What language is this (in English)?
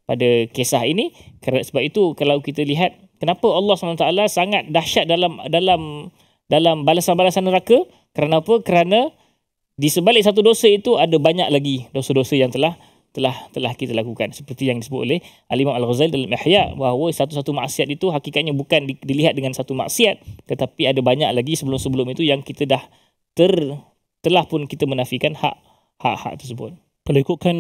Malay